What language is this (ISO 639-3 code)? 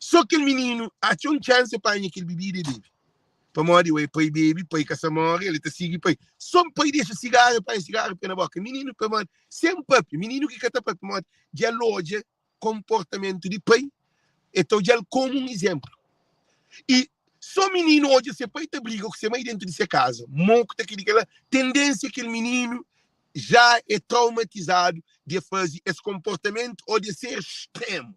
kea